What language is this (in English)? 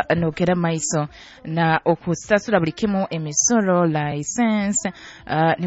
Nyoro